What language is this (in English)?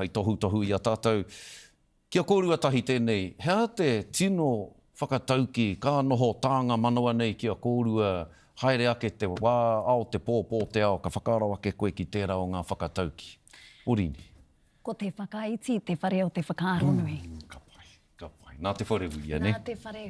Māori